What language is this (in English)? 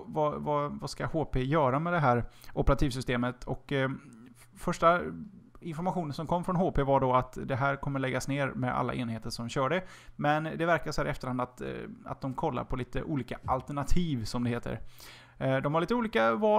Swedish